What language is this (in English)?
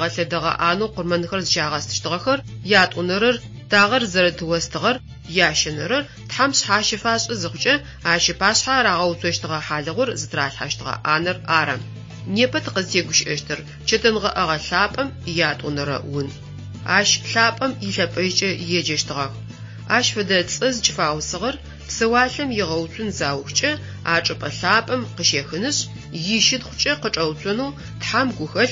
Adyghe